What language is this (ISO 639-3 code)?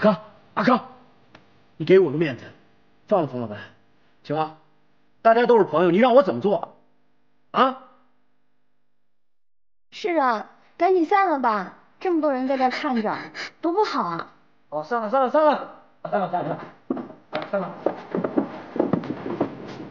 zho